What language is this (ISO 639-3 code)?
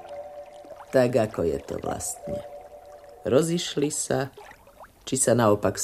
slk